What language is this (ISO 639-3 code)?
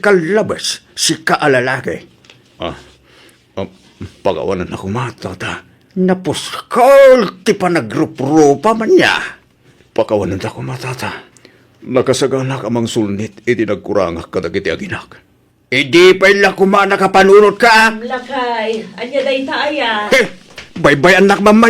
ilo